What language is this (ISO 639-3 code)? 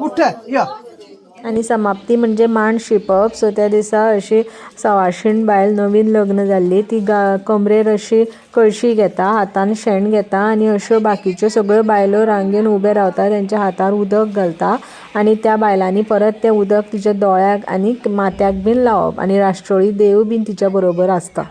kok